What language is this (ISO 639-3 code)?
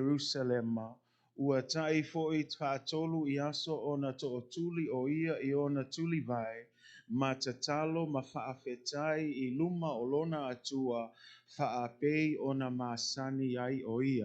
smo